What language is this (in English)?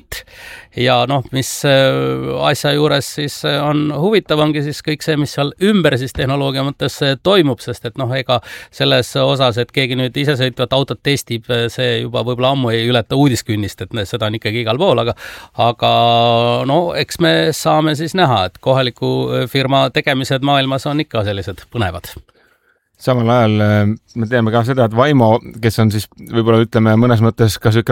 Estonian